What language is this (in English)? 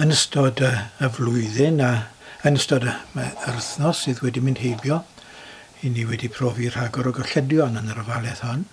Welsh